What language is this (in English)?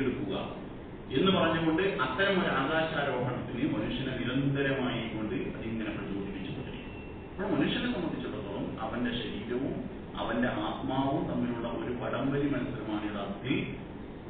Malayalam